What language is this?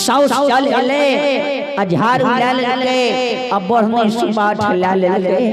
Maithili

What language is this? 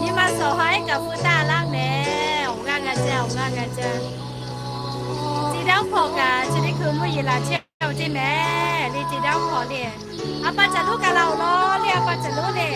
Lahu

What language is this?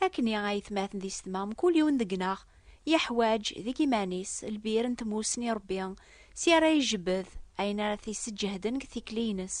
Kabyle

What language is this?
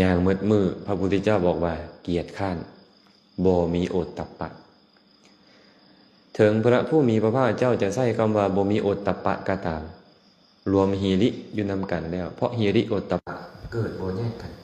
Lao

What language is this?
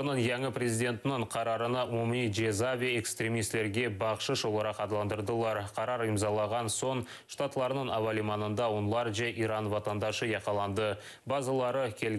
Crimean Tatar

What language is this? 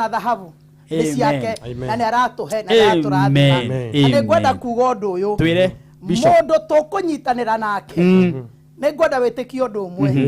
Kikuyu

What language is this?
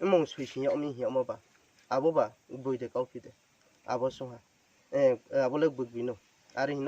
Riang (India)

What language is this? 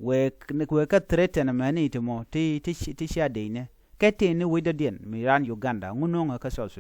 Nuer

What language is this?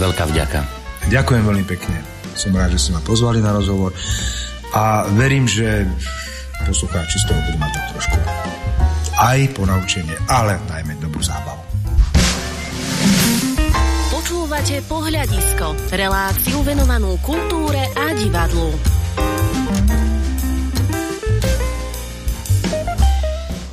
Slovak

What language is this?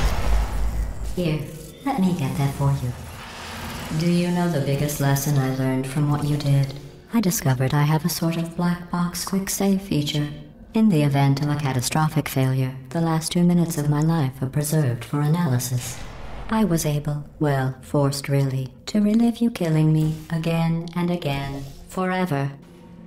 English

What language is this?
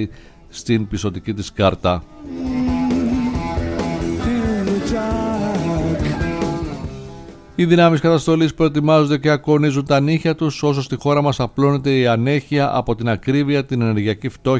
Greek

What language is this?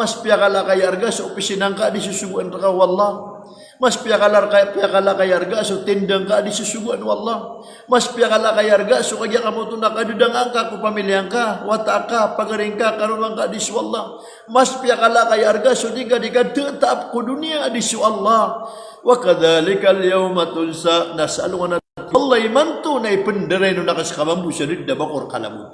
Maranao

